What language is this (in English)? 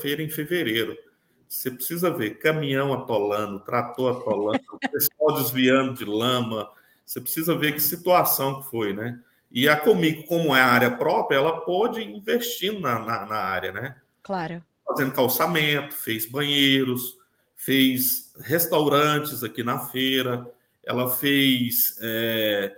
Portuguese